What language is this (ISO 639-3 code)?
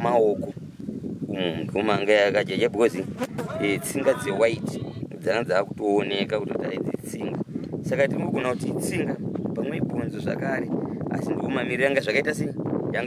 sna